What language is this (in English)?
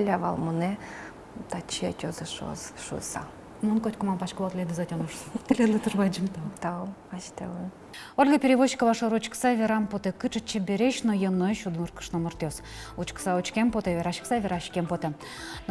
Udmurt